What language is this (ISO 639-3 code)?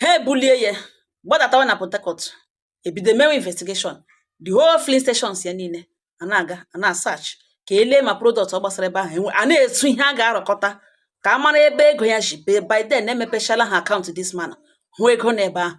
ibo